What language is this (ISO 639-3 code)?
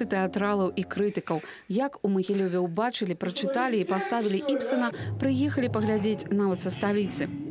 bel